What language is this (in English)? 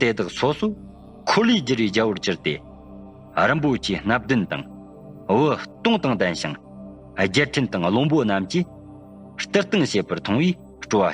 Tibetan